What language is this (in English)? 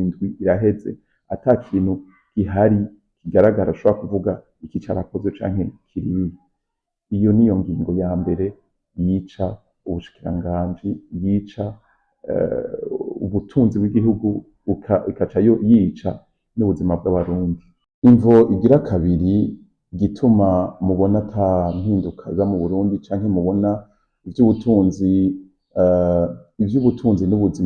Rundi